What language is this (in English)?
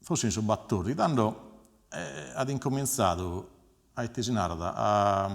Sardinian